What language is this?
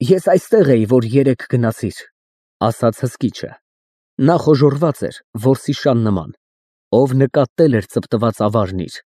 Armenian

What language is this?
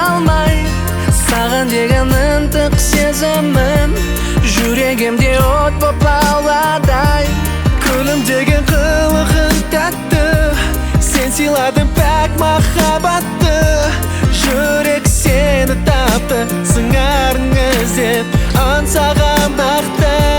Kazakh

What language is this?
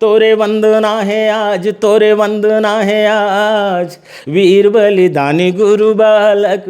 Chhattisgarhi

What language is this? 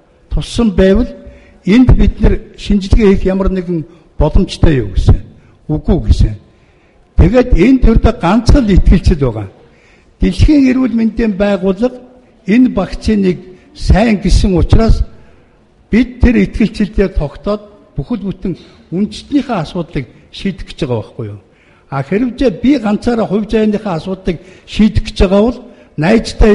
Mongolian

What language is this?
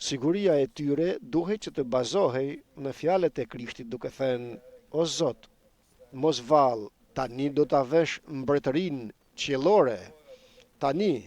Albanian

